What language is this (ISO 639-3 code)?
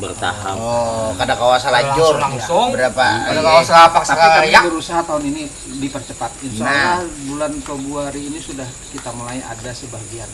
bjn